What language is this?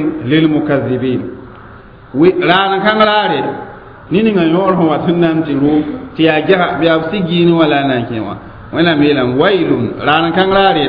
Mossi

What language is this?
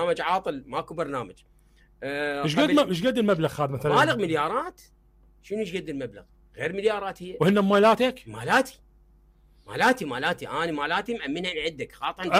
Mesopotamian Arabic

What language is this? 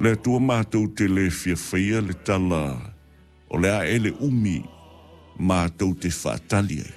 Samoan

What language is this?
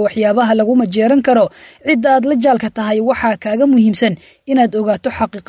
Somali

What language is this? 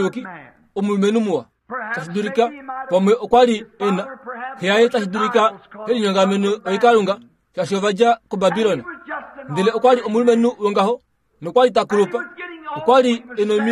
Kuanyama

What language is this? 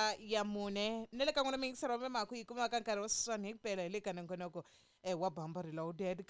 Tsonga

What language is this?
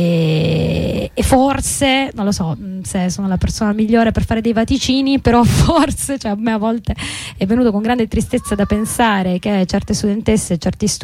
Italian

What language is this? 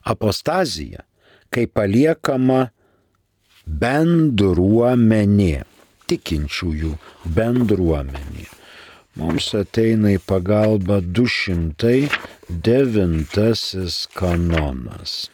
Lithuanian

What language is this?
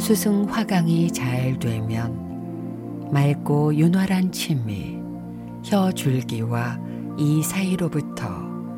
Korean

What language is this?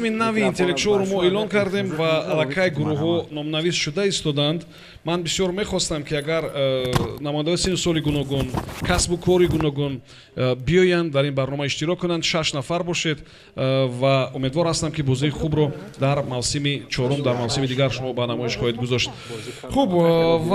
Tajik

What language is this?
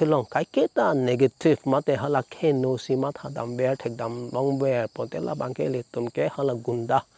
Karbi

